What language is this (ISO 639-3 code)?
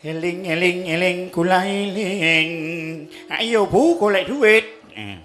jav